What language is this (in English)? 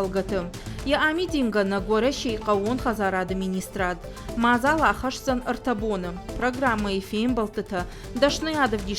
Ossetic